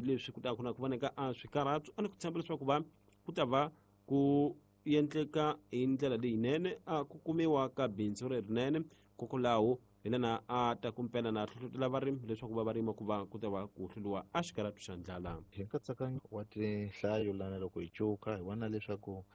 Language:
Tsonga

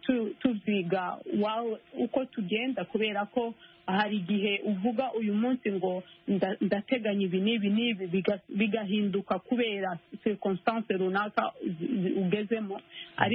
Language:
Kinyarwanda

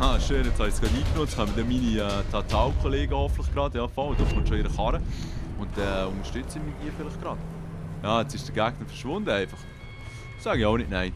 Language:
Swiss German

